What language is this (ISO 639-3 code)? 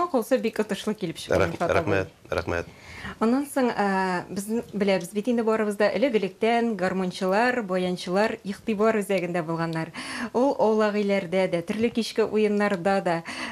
tat